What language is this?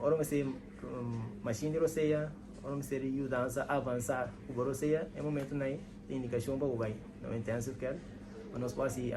Papiamento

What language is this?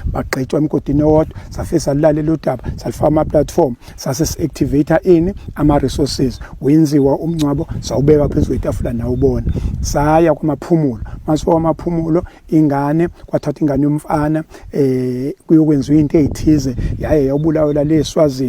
Zulu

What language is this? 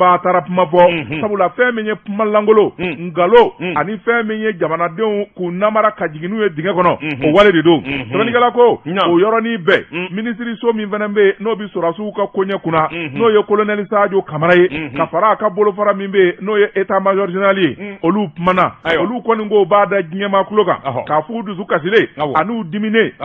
Bambara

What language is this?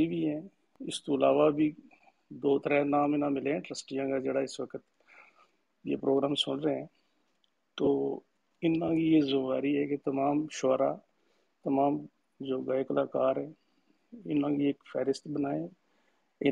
Gujari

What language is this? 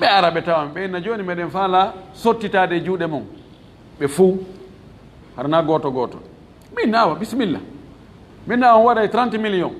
Fula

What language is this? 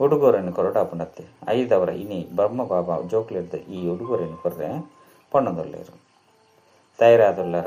Tulu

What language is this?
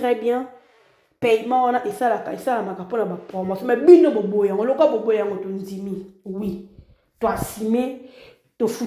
Lingala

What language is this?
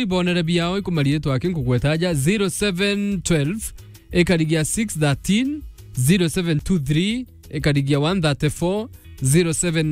Meru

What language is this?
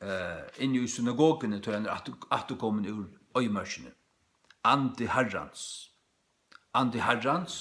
Faroese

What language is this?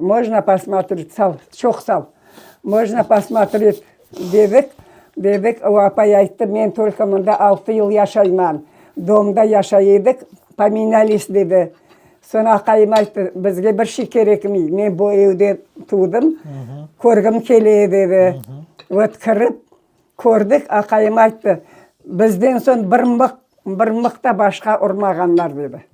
Crimean Tatar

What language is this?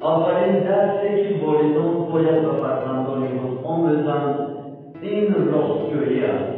Tajik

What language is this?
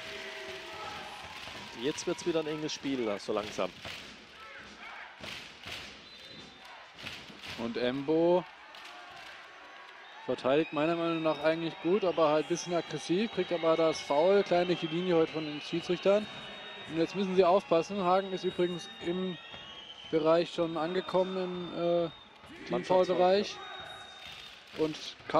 German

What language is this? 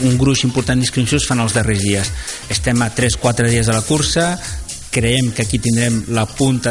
Catalan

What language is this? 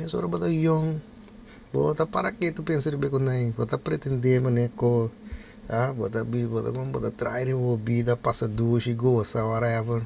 Papiamento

